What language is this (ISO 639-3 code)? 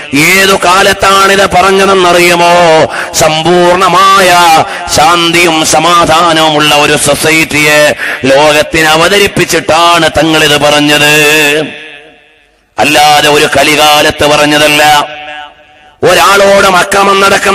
mal